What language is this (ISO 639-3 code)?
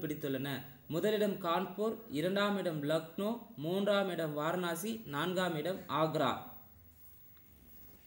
tam